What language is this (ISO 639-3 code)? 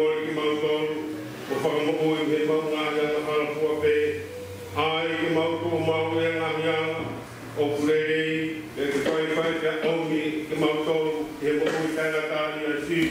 ton